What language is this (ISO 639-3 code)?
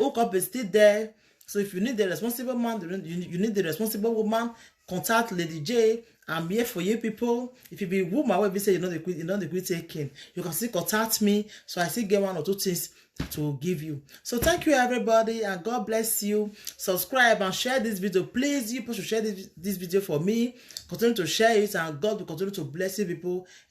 pcm